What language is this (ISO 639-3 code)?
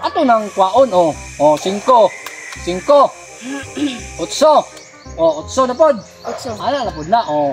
ceb